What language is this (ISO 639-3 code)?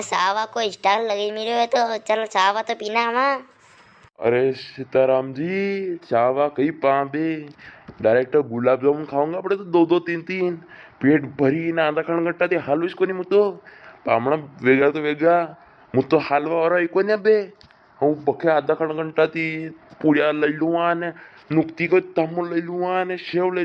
raj